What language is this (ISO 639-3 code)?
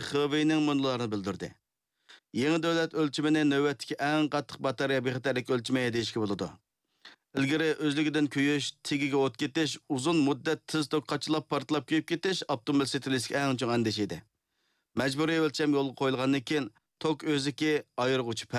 uig